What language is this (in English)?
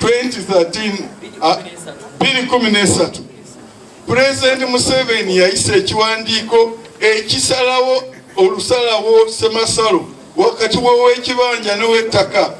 Ganda